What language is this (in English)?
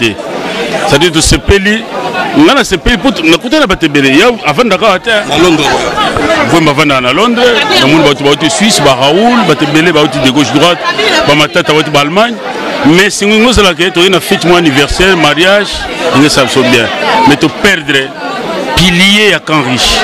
Lingala